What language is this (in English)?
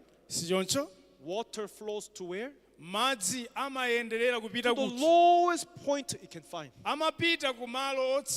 Nyanja